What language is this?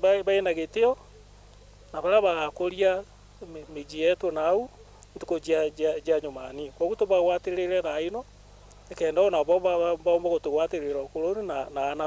Meru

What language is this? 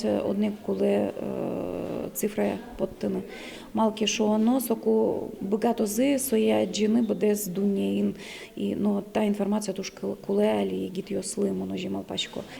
Udmurt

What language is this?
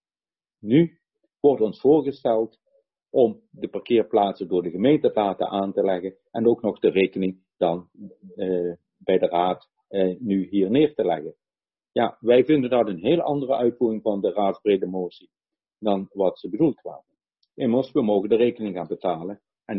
Dutch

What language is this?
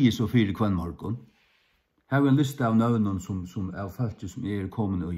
Faroese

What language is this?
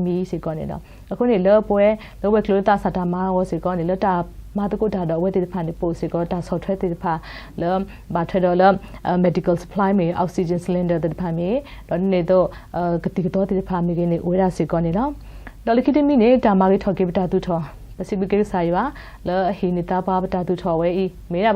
S'gaw Karen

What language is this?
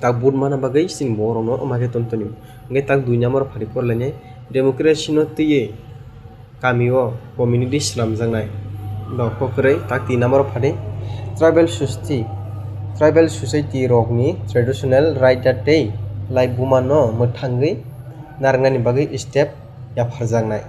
Kok Borok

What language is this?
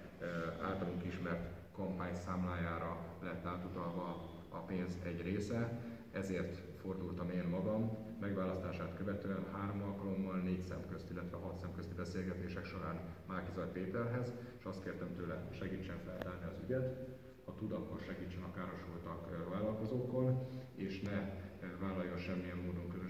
Hungarian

